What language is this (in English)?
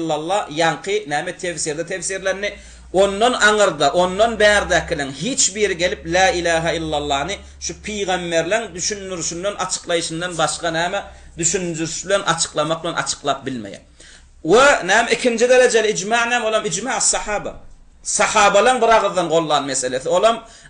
Turkmen